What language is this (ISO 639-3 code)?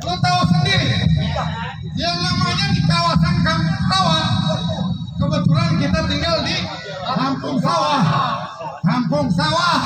bew